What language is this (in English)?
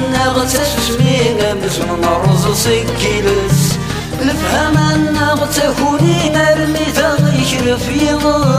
Kabyle